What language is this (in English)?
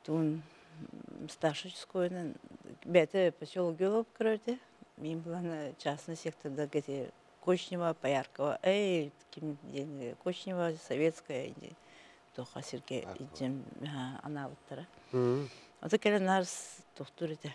Yakut